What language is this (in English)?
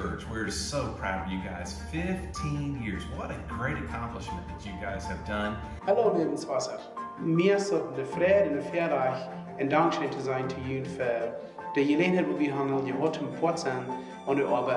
Plautdietsch